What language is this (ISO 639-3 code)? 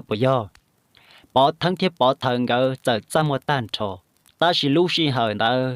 hmn